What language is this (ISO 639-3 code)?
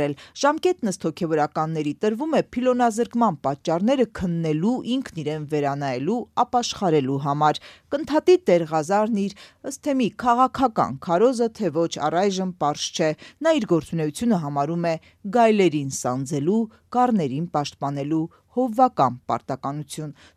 hye